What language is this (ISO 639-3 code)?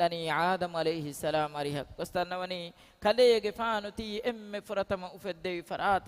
div